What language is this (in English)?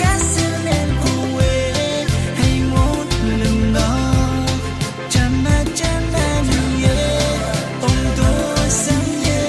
Pohnpeian